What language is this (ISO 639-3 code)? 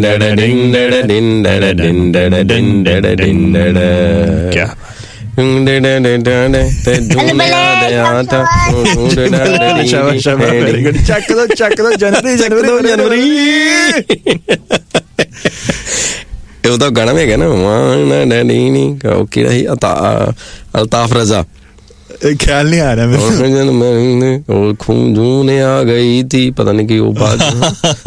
pan